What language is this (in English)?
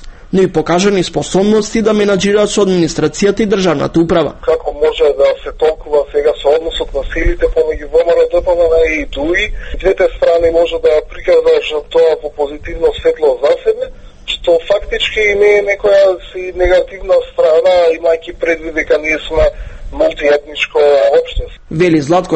Macedonian